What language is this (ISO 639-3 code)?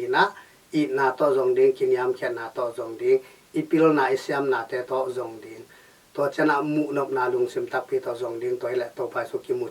ctd